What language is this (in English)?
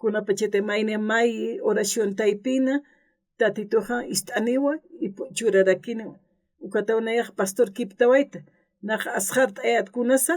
Aymara